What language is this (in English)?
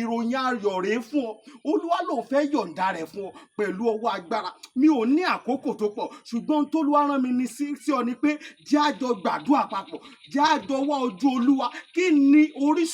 Yoruba